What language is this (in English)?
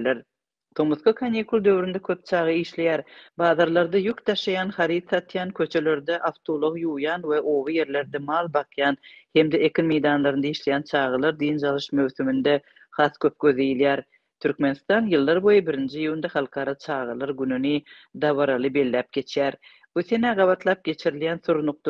Turkmen